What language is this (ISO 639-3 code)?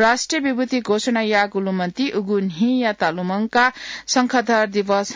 new